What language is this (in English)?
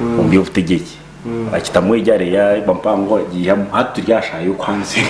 Nyankole